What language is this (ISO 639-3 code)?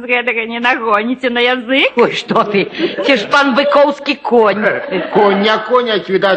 bel